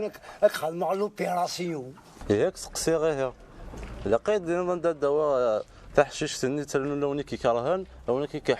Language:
Kabyle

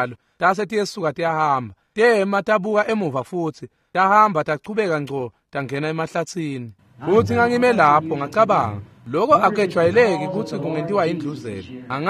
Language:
Swati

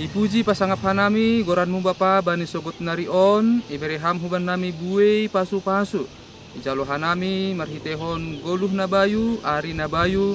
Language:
Batak Simalungun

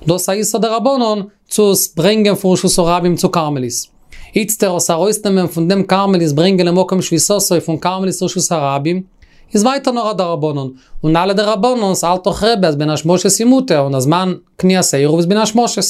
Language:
Yiddish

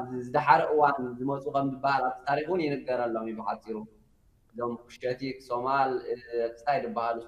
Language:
Tigrinya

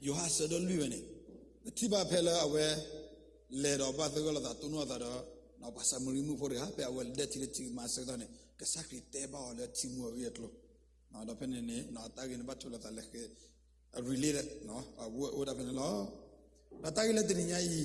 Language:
S'gaw Karen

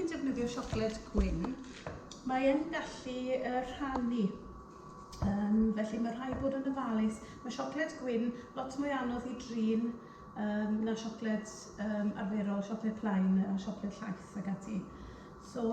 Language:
Welsh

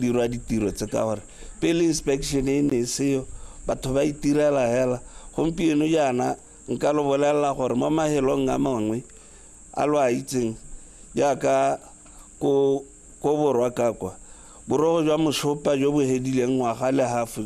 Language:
Tswana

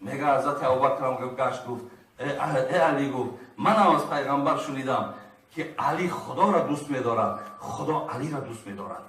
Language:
Tajik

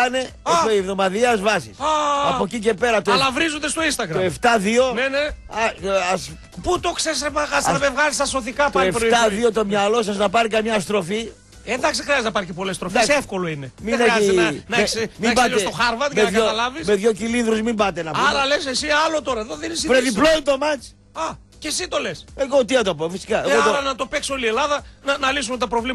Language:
Greek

